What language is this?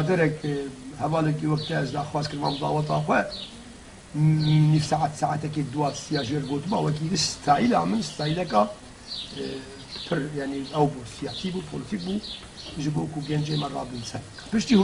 Kurdish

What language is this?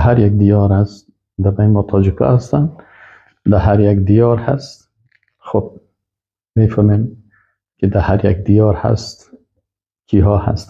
Persian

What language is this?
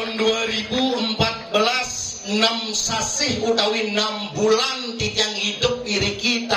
Balinese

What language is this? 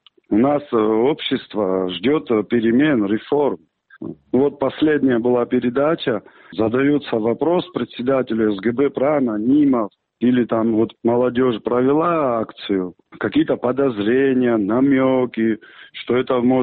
Russian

